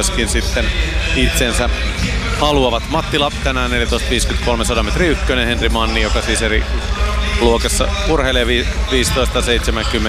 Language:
Finnish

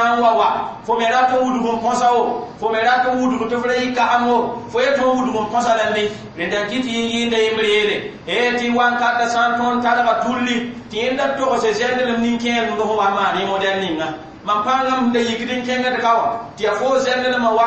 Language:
Mossi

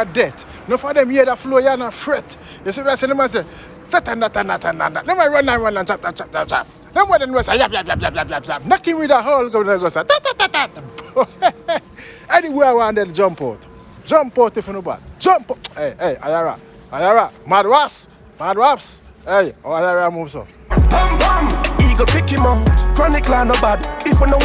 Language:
Jamaican Creole English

